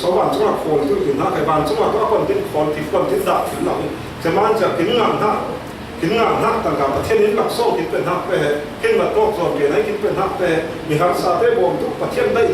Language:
Falam Chin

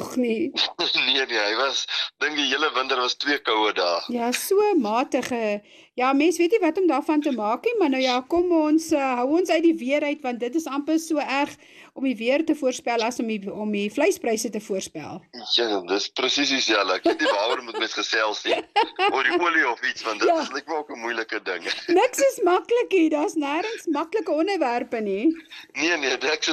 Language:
Afrikaans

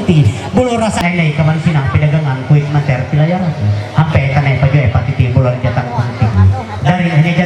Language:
Ma'anyan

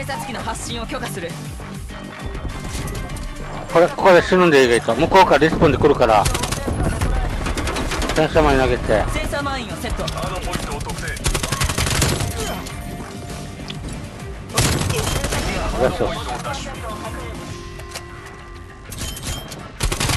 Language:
Japanese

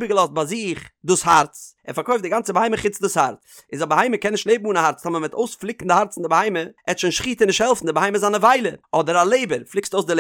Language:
Yiddish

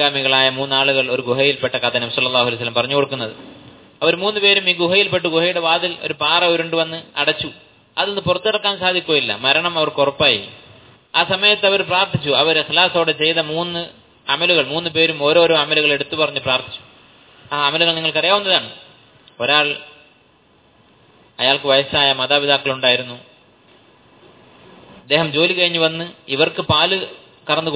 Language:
Malayalam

